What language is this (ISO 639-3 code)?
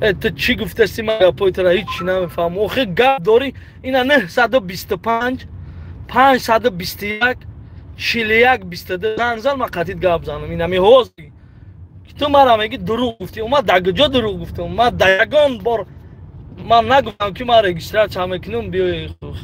tgk